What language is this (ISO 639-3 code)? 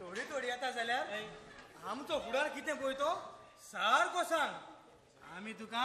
kok